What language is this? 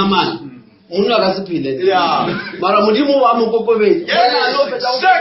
Northern Sotho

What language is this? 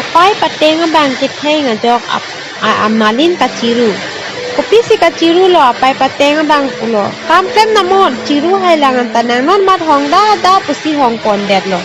Karbi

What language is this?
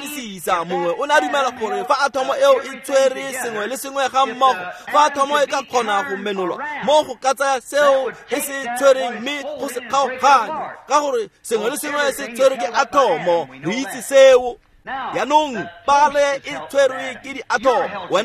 Tswana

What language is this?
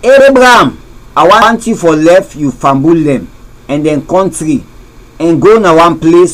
Krio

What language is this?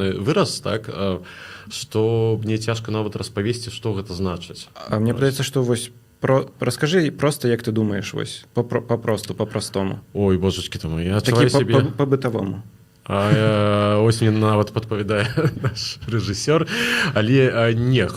Belarusian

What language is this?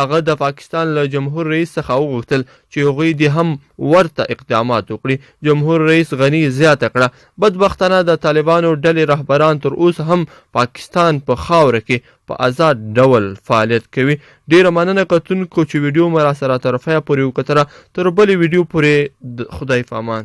Pashto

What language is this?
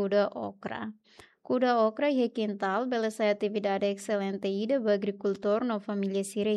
Tetum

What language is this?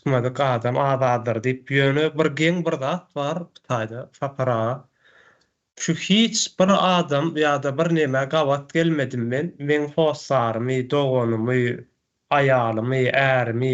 Turkmen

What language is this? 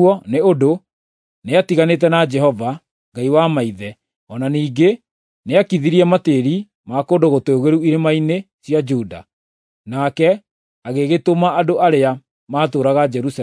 Kikuyu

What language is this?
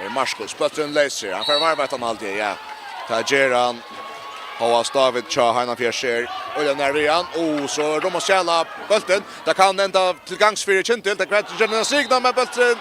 Faroese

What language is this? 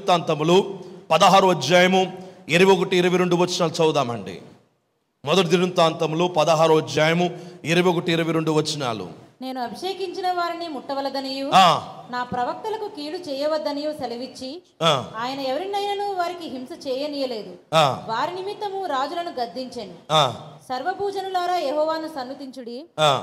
Telugu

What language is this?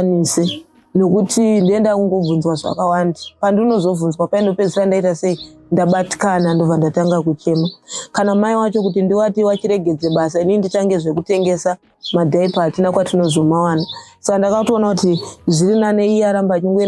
Shona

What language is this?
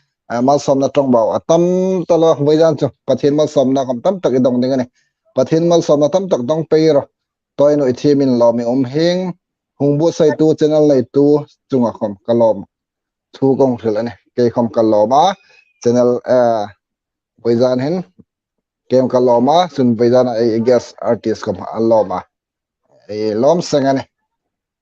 Hmar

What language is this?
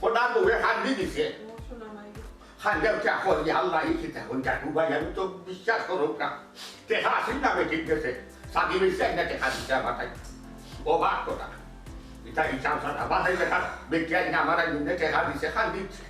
Sylheti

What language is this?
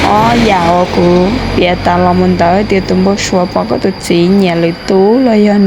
Hmong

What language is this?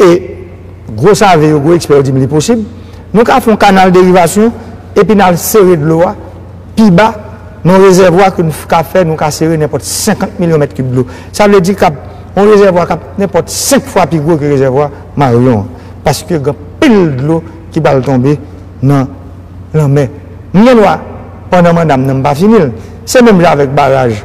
Haitian Creole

